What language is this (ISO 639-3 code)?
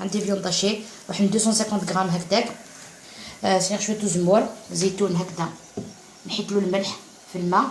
arq